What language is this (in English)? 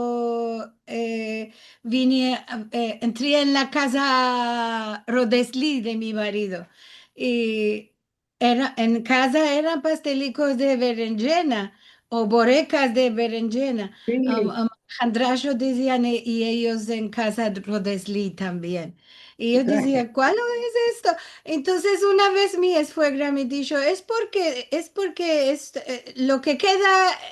Ladino